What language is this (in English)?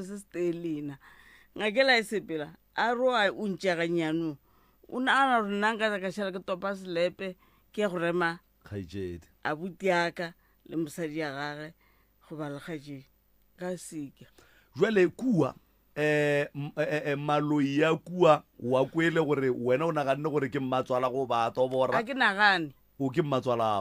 Northern Sotho